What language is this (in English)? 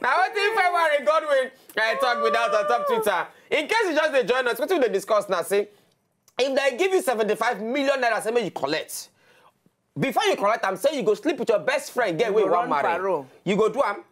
Nigerian Pidgin